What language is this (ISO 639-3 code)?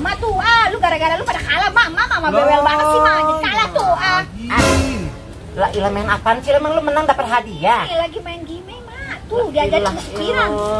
bew